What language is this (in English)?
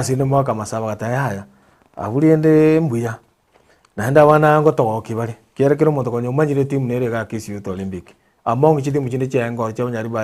Gusii